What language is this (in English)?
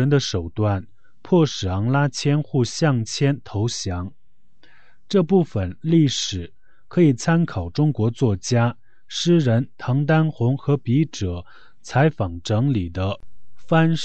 Chinese